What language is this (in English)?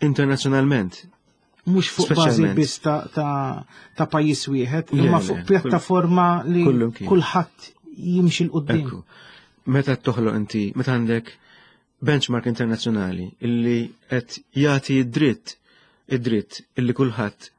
Maltese